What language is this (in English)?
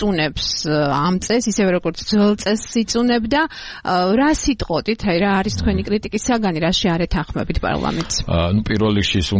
Georgian